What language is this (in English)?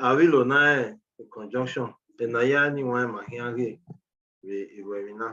Bini